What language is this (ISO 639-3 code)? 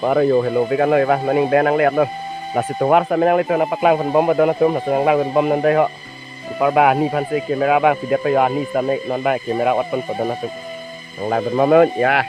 mjw